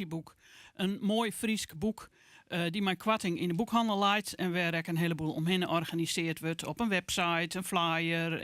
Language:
Western Frisian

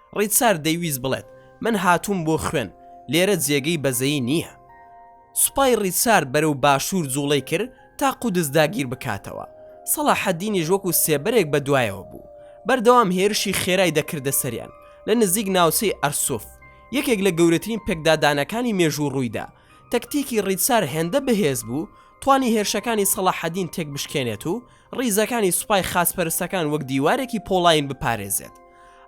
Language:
Central Kurdish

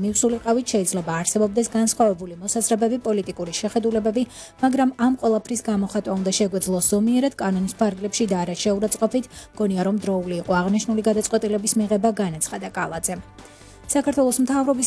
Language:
Georgian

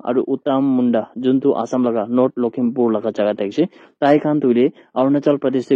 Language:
Naga Pidgin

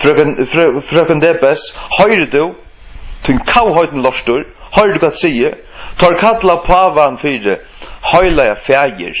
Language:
Faroese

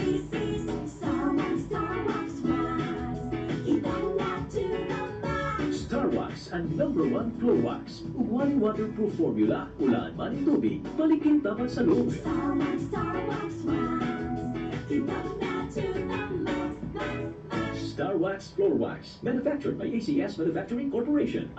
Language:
Bikol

